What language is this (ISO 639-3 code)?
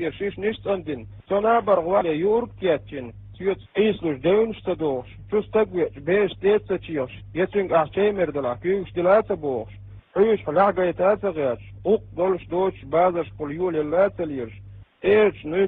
che